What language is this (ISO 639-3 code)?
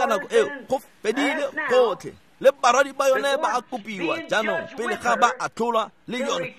tsn